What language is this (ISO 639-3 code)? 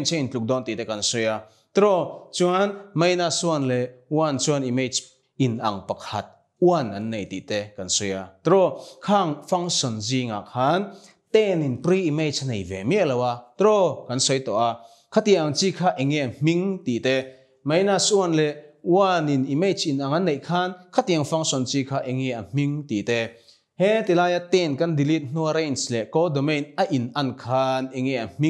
lus